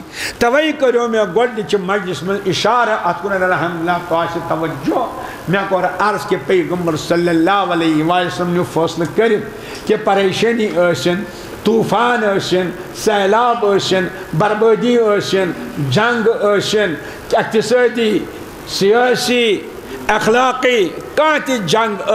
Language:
Kashmiri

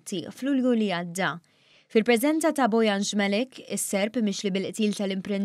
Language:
Maltese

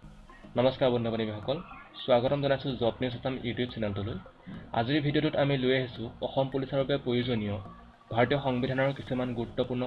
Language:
Assamese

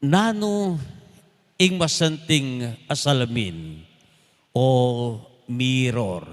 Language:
Pampanga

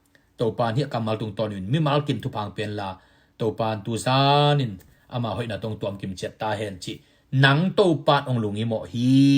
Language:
Tedim Chin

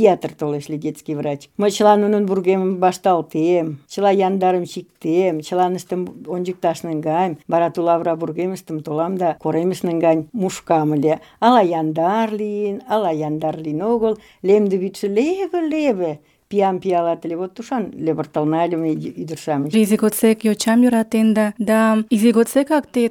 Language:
Mari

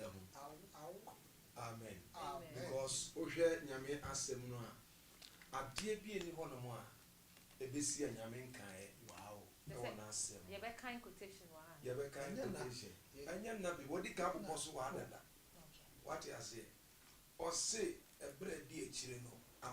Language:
Akan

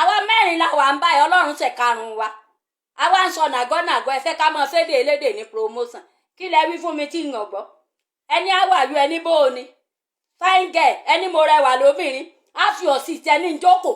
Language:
Yoruba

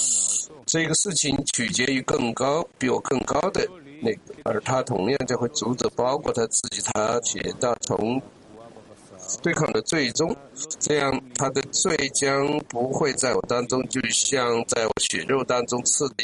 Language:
Chinese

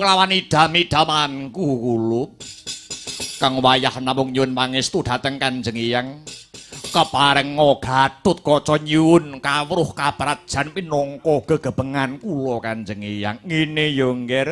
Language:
Javanese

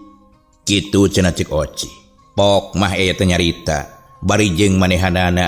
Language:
Sundanese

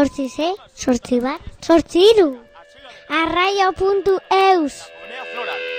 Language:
Basque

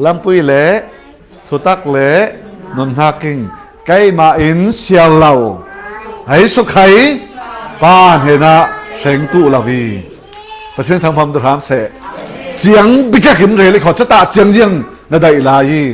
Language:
Falam Chin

